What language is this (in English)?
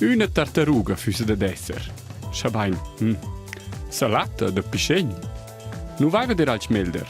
Romansh